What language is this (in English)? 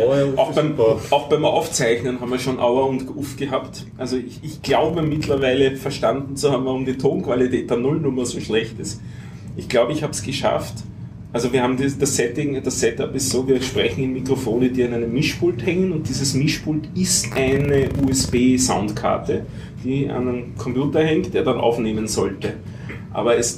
German